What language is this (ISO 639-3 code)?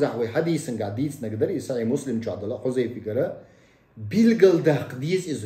che